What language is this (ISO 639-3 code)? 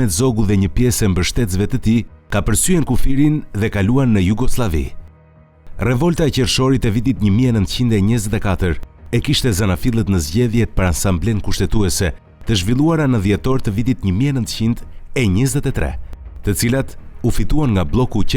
sqi